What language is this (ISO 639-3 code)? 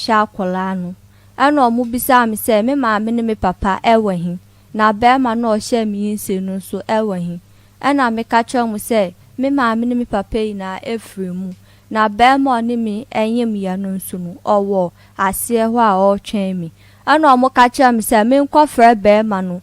aka